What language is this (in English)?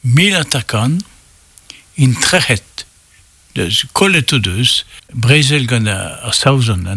Breton